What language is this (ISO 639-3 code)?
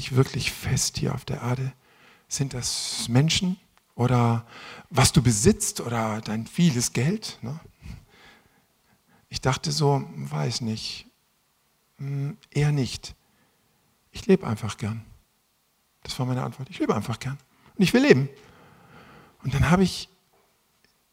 deu